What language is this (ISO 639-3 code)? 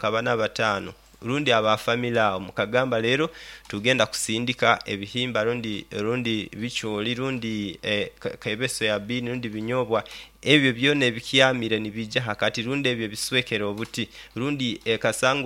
nyo